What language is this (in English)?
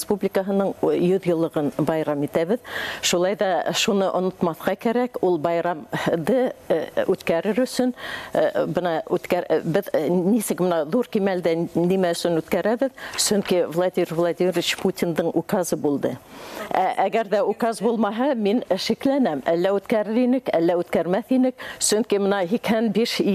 Bashkir